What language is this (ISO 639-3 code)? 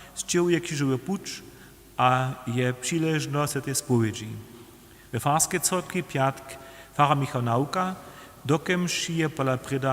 hsb